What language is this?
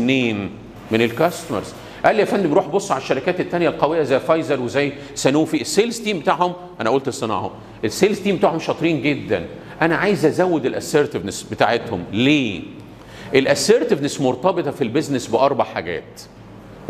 Egyptian Arabic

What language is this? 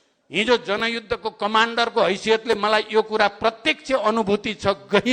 Nepali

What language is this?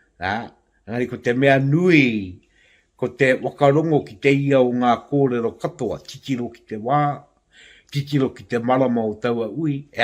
Māori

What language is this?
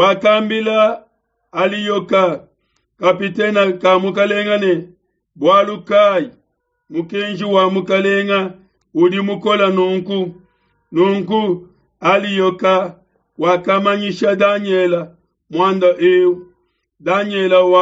Luba-Lulua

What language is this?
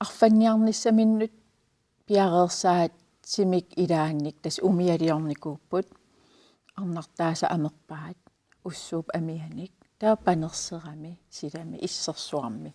Kalaallisut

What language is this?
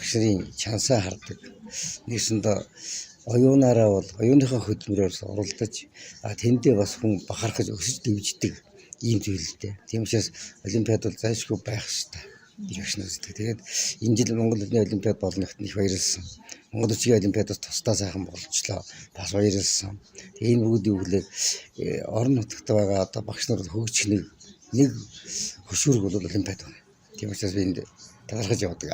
Mongolian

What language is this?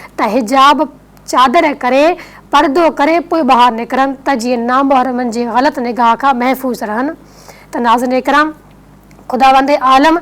Sindhi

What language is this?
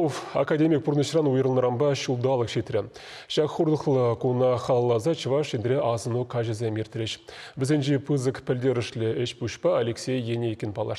Chuvash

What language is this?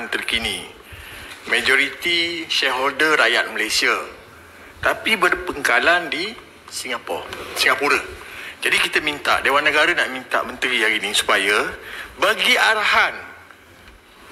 Malay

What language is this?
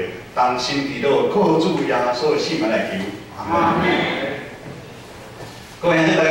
Min Nan Chinese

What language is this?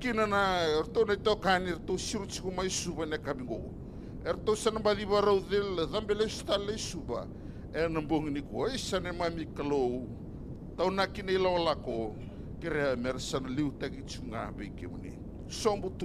Fijian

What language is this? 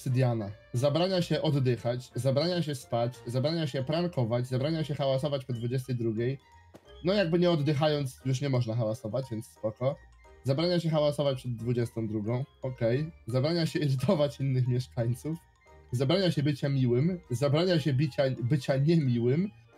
Polish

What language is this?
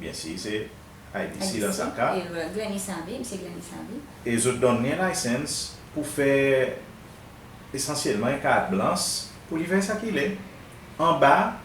Seselwa Creole French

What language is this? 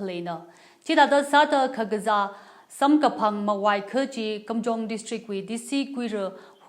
Tangkhul Naga (India)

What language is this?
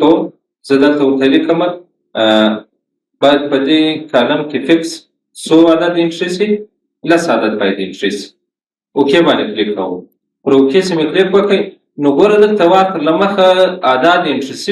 Pashto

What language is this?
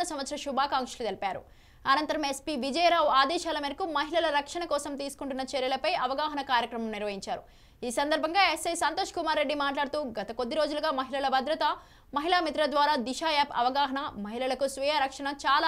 Telugu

